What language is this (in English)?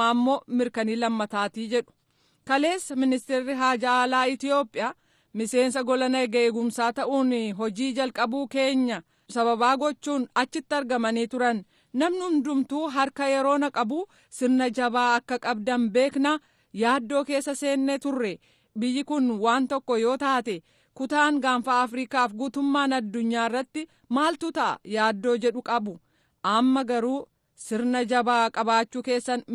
Oromo